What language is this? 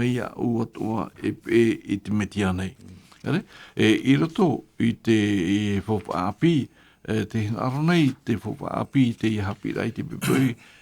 Tahitian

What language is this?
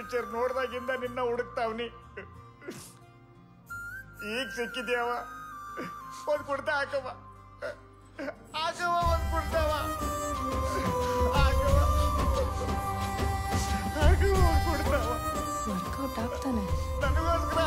Kannada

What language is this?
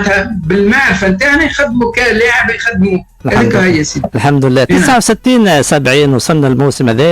Tunisian Arabic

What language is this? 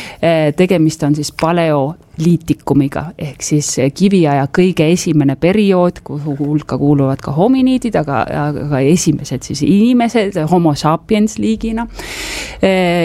Estonian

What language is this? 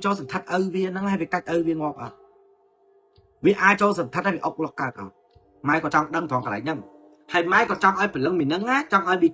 Khmer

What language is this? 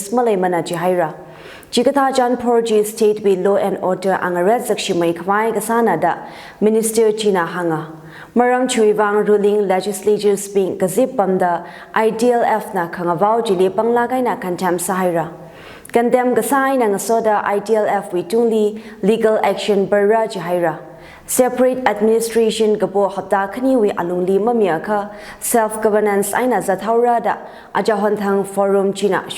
Tangkhul Naga (India)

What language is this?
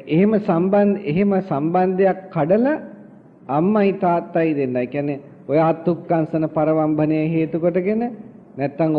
Sinhala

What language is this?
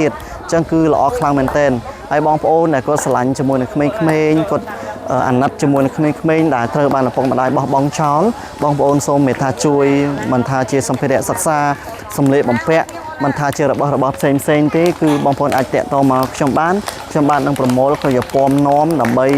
Khmer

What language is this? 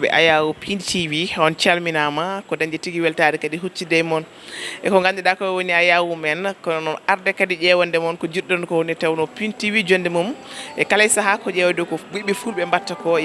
Fula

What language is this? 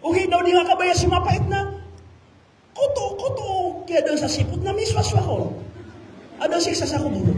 Maranao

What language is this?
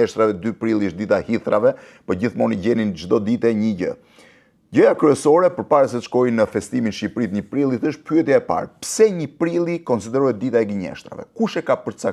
Albanian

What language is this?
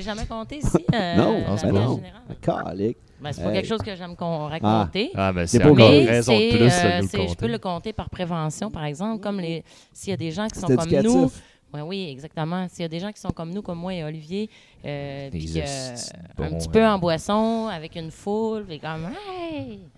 French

